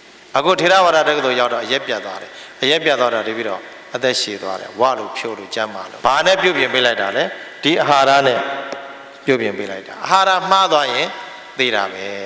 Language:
Burmese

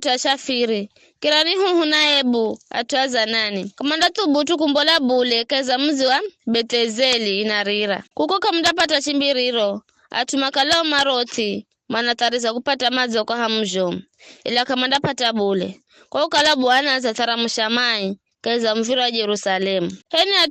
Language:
Giryama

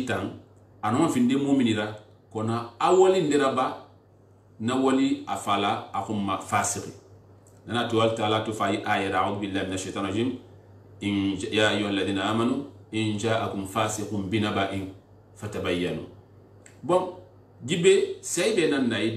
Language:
Susu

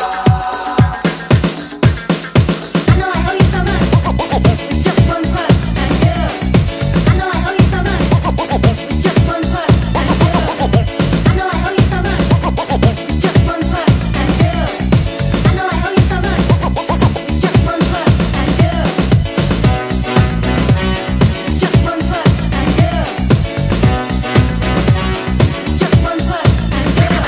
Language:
English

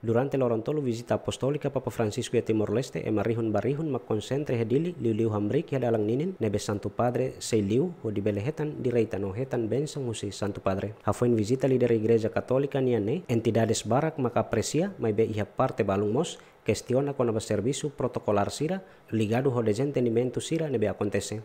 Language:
Tetum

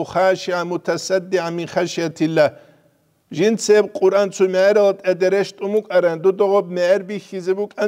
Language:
Avaric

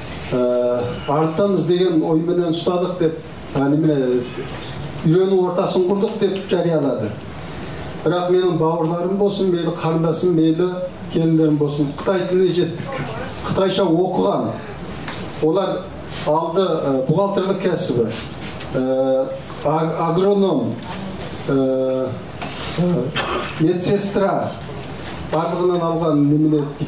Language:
Kazakh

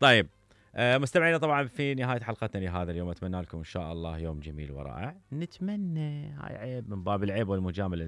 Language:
Mesopotamian Arabic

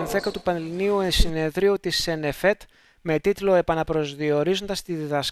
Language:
Greek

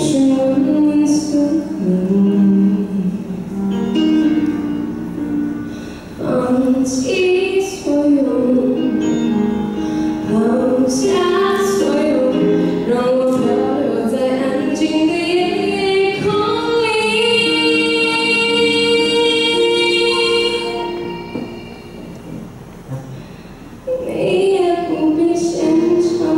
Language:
Chinese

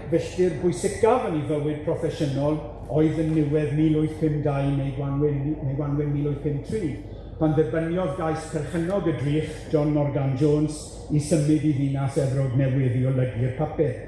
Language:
Welsh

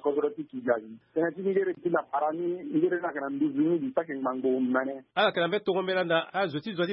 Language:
Sango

